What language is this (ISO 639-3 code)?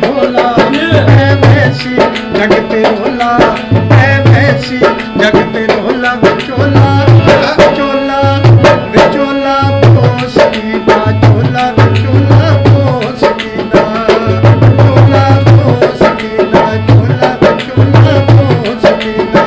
skr